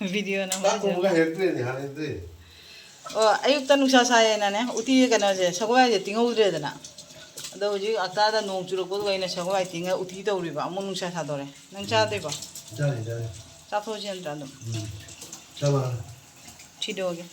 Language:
Manipuri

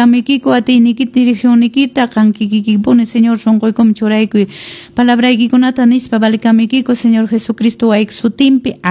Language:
Quechua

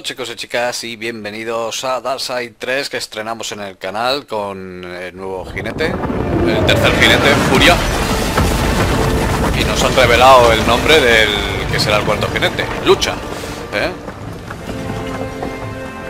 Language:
Spanish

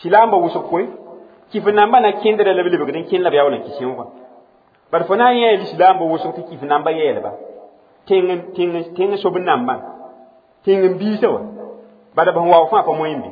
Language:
Mossi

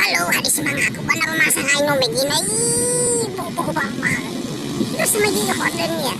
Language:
Nias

